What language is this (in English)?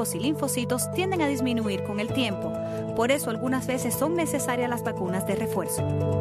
Spanish